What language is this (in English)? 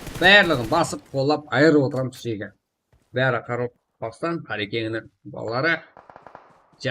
Kara-Kalpak